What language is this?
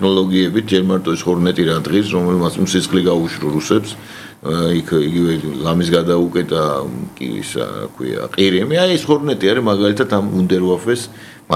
Georgian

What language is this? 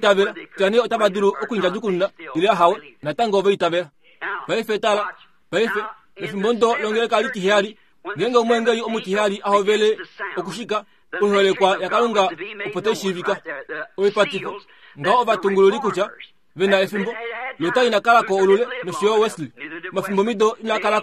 Kuanyama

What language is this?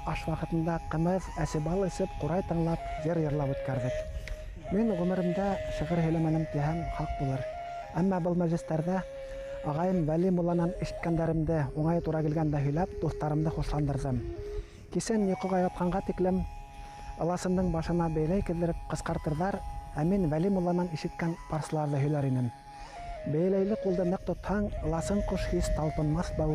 Bashkir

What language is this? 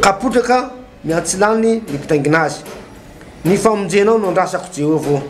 Malagasy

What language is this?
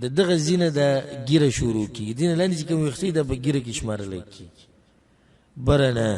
Pashto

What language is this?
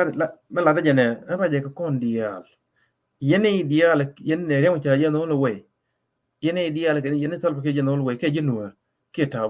Nuer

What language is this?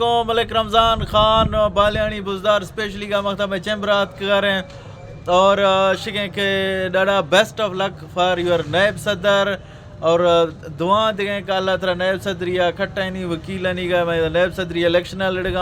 Eastern Balochi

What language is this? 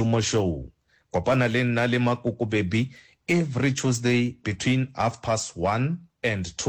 Northern Sotho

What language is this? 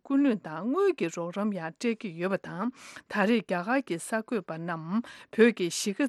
Tibetan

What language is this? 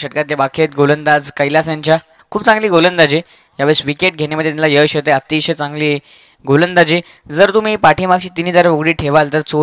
Marathi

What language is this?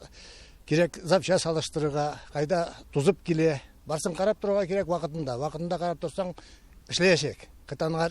Tatar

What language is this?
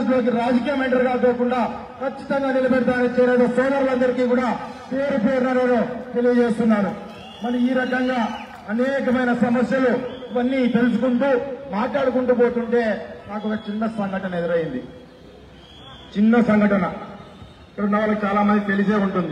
Telugu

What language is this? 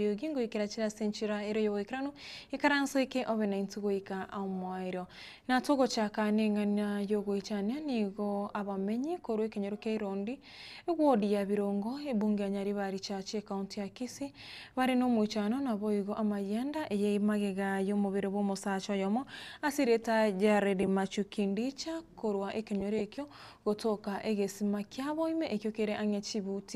Gusii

